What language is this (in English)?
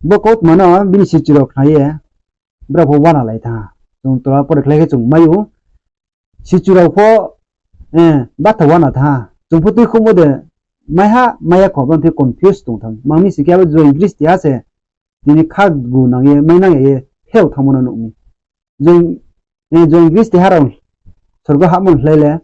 Riang (India)